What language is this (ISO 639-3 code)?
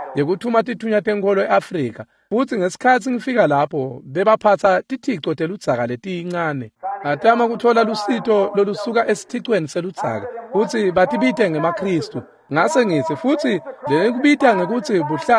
ssw